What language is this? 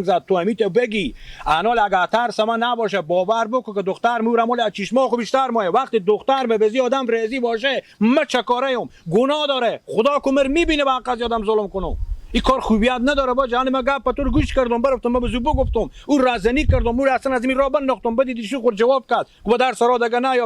Persian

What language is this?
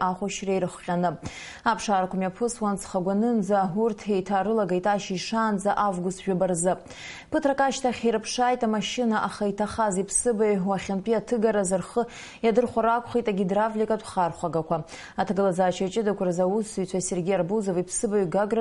Abkhazian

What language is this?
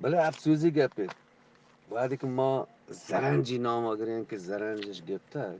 Eastern Balochi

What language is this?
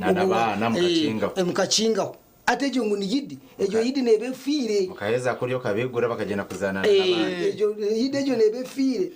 Nyankole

